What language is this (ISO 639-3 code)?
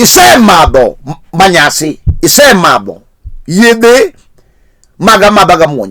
luo